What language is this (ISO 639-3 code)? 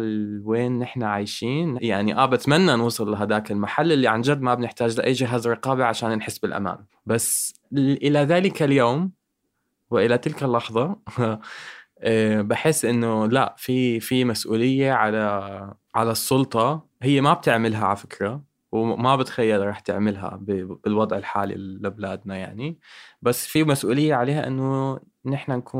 apc